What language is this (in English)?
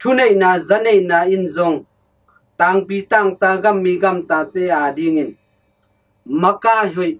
Tedim Chin